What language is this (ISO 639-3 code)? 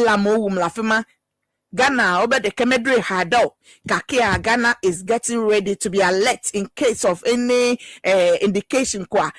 ewe